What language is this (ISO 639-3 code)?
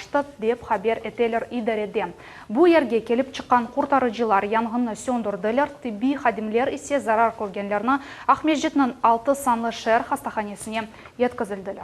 crh